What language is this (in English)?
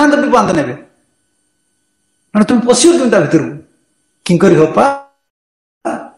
Odia